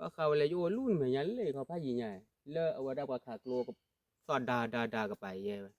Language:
S'gaw Karen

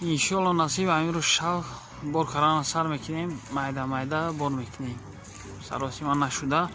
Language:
Tajik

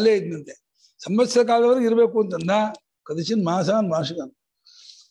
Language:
Kannada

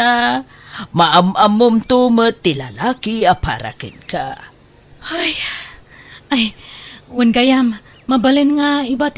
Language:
Iloko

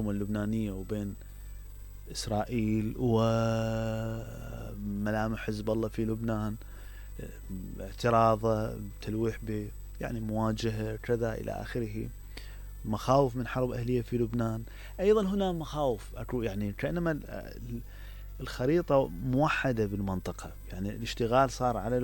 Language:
Mesopotamian Arabic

